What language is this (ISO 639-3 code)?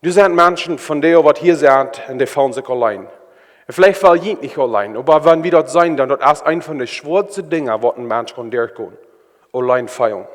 pdt